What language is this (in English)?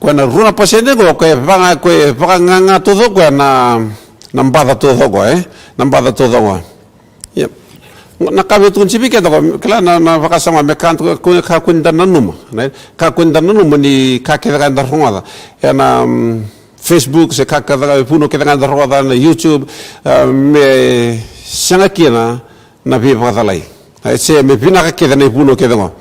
Fijian